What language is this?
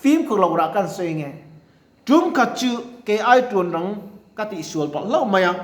Mizo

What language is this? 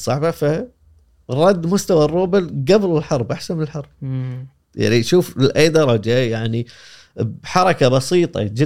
Gulf Arabic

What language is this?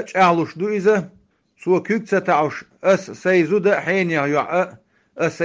Chechen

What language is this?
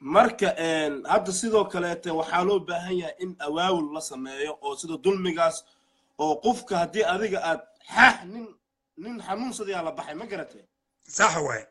Somali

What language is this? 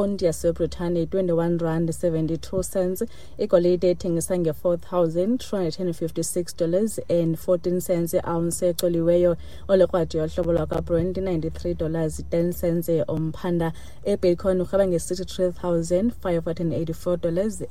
Xhosa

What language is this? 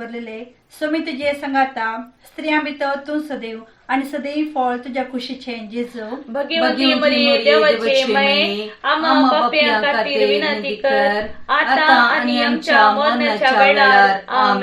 Konkani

